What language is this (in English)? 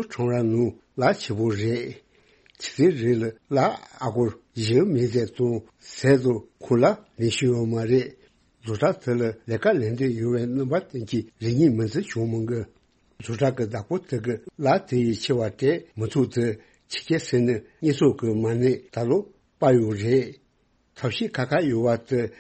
Tibetan